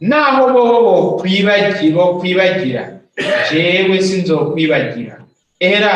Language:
Rundi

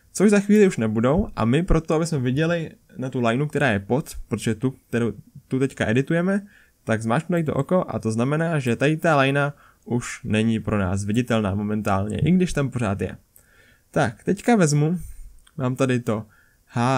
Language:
Czech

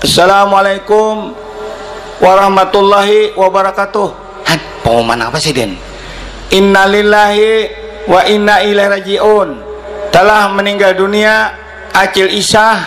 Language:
Banjar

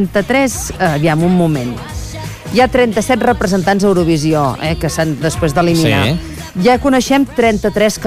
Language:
Catalan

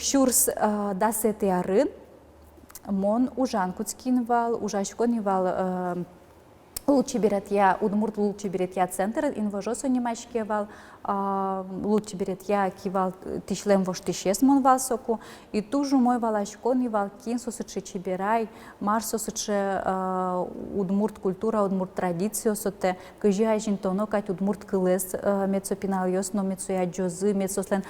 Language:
Udmurt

